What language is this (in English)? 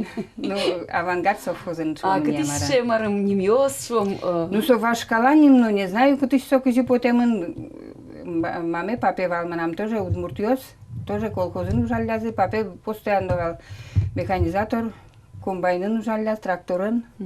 Udmurt